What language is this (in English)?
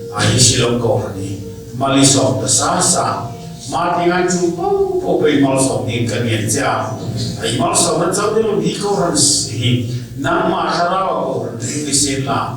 Hmar